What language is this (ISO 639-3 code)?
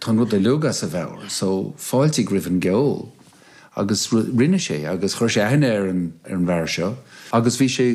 gle